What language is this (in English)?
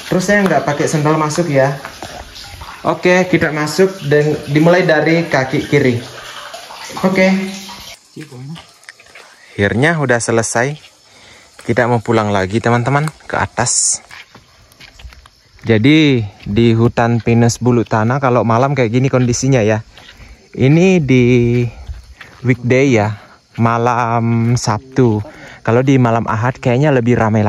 Indonesian